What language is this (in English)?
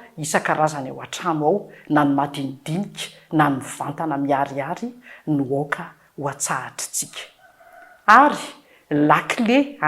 Malagasy